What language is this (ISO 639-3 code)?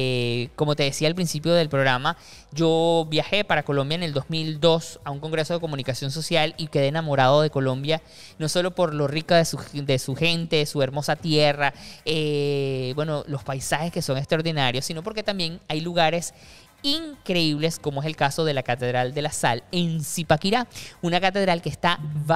spa